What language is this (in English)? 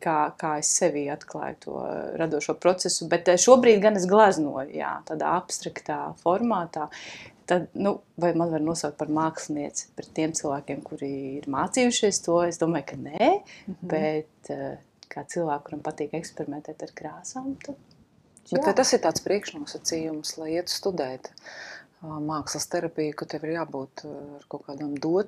Latvian